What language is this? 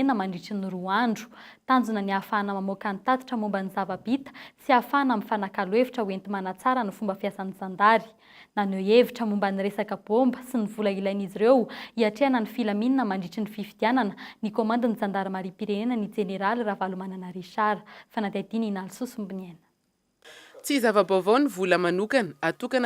Malagasy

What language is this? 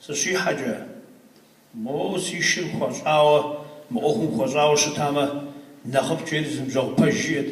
Kabardian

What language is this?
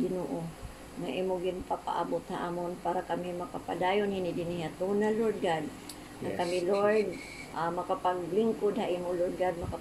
Waray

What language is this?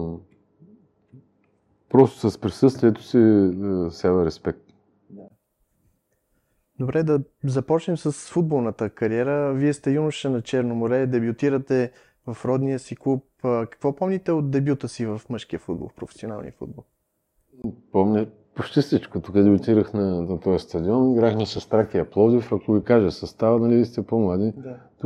Bulgarian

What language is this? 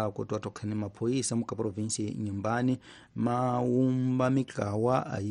Tsonga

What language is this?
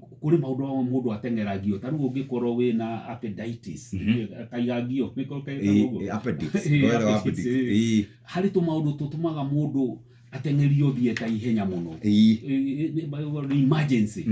Kikuyu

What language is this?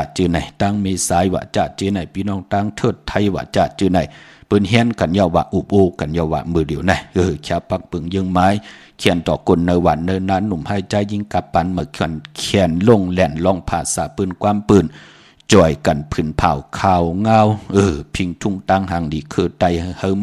Shan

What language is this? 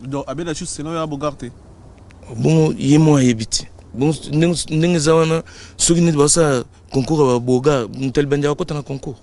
Lingala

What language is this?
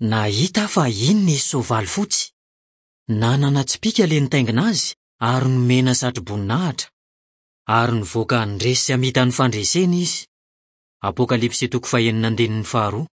Malagasy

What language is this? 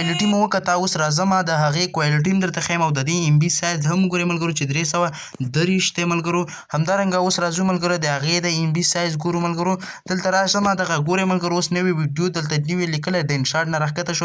Pashto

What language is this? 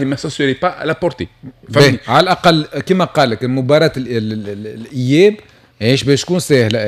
Tunisian Arabic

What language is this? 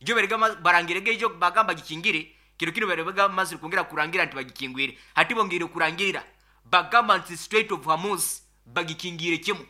Nyoro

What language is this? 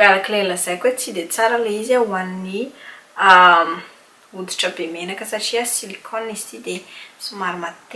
Malagasy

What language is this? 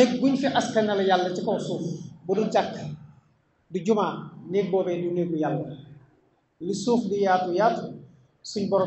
Wolof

